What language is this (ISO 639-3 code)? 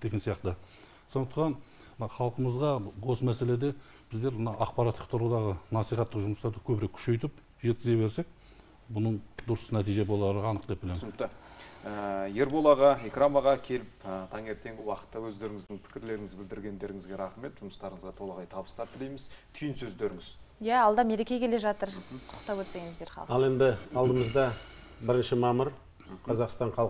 kaz